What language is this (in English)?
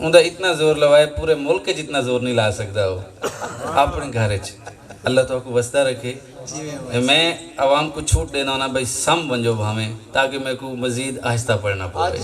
Saraiki